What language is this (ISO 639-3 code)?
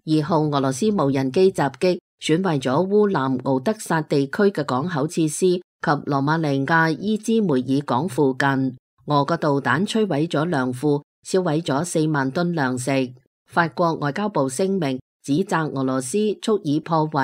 yue